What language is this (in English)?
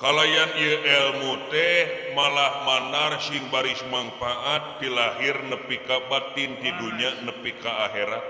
Sundanese